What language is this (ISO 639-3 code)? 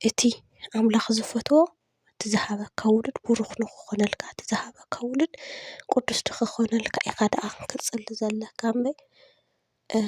tir